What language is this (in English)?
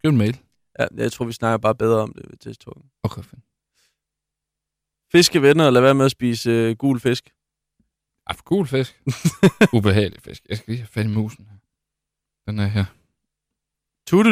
Danish